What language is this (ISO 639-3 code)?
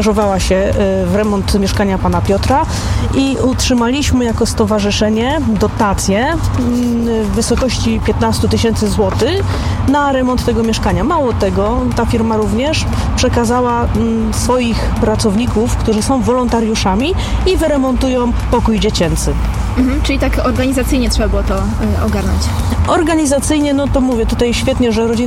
pol